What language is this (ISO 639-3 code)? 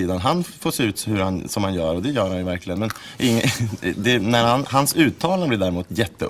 swe